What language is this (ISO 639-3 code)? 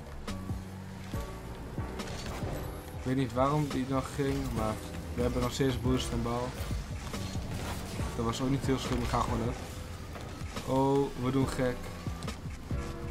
nld